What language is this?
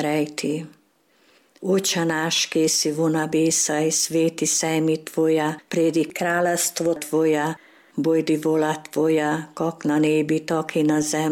Slovenian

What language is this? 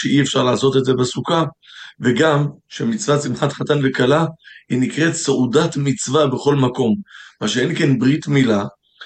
Hebrew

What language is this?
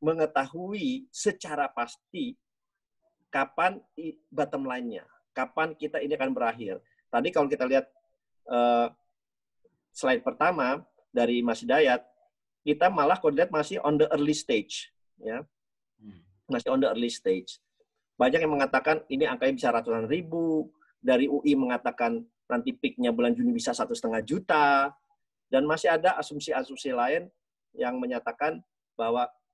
Indonesian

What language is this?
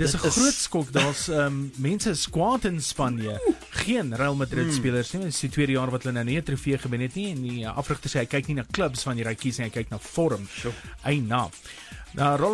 Afrikaans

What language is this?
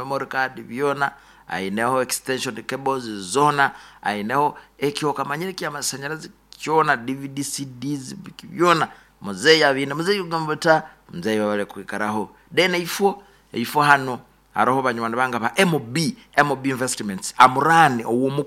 Nyoro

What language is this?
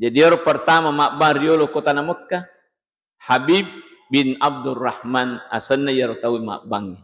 Buginese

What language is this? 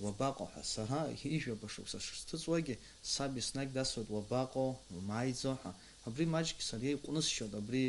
Abkhazian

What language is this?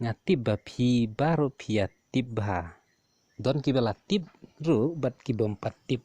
Khasi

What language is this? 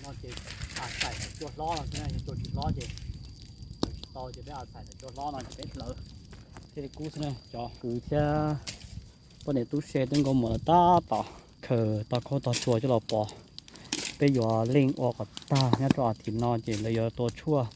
Hmong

